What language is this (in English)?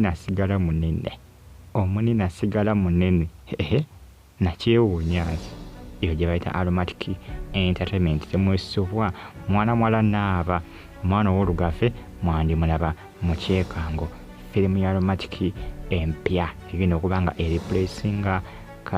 Ganda